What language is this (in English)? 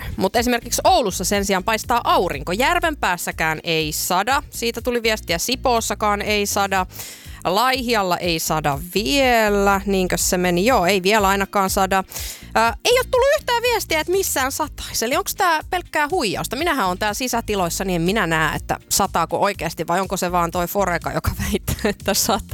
Finnish